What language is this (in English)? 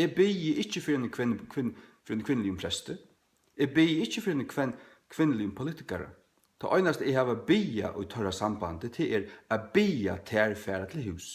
Faroese